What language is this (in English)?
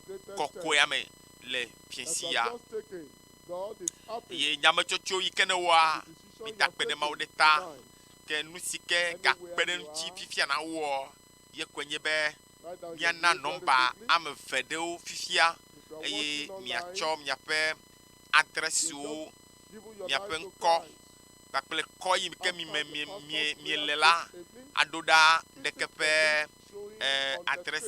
Ewe